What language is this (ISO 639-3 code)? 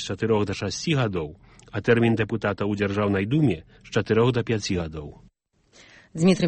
bel